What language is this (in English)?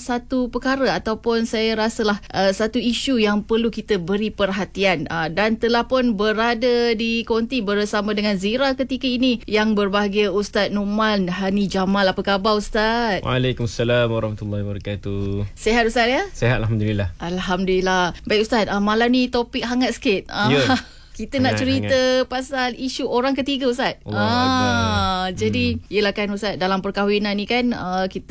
Malay